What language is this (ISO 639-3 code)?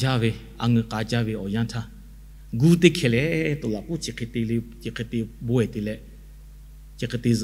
lhu